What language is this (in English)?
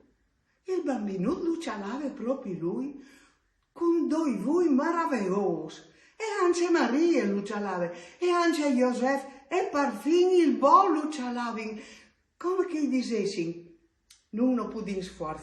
Friulian